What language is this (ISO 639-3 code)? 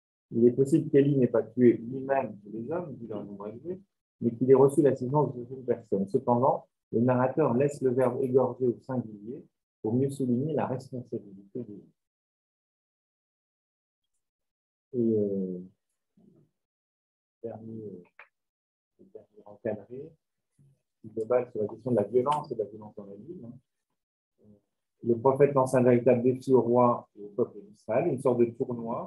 fra